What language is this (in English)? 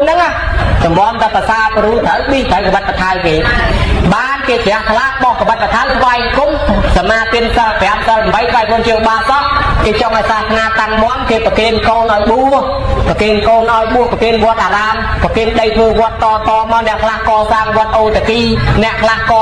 Khmer